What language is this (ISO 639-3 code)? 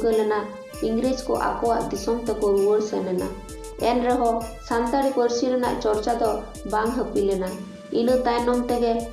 sat